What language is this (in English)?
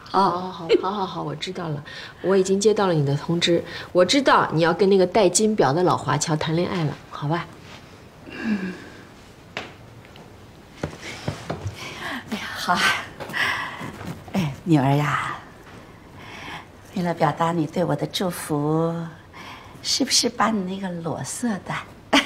Chinese